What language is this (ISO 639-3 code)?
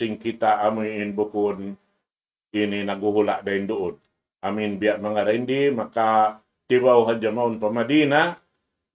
tsg